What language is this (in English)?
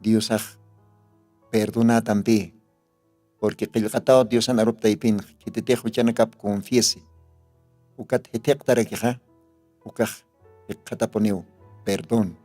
Aymara